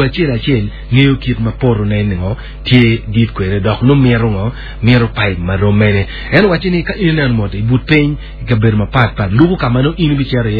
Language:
Acoli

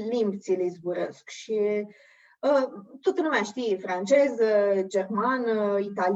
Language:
Aromanian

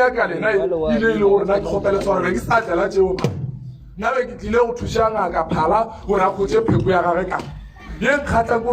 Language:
Northern Sotho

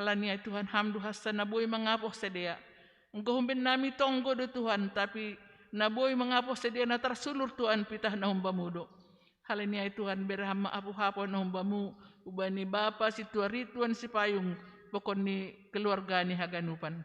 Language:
Batak Simalungun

